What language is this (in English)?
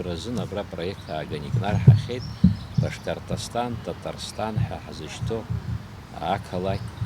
Abkhazian